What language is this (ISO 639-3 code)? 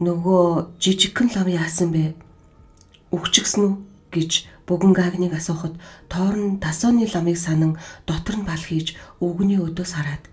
mon